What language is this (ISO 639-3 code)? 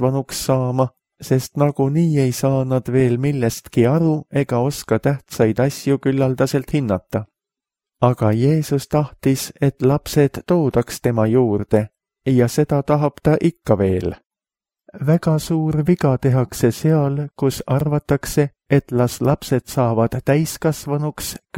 est